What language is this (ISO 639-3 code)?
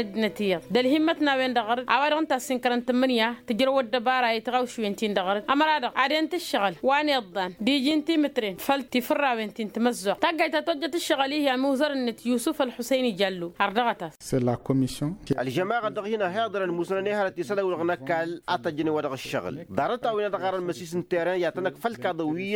taq